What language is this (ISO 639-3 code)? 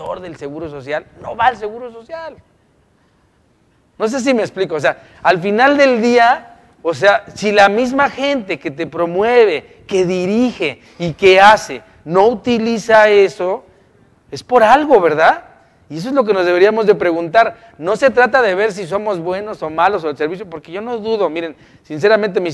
spa